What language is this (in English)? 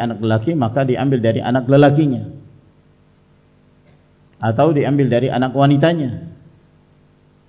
Malay